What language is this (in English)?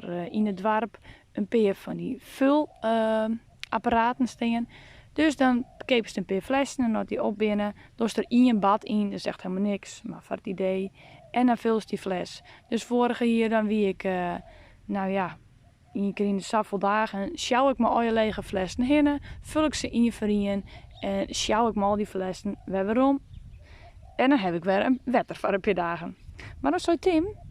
Western Frisian